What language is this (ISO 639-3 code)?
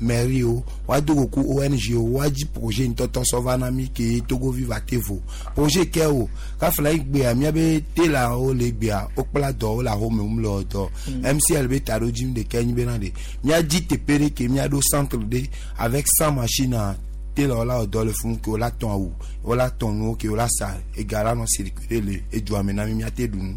gej